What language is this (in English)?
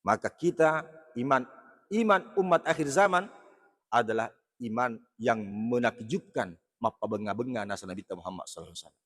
Buginese